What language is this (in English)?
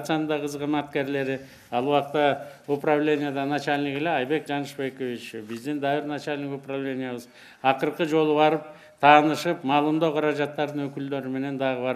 Kyrgyz